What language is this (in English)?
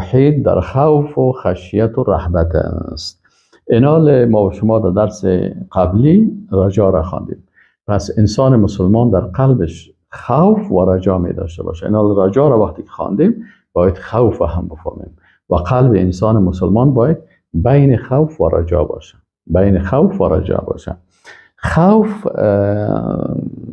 Persian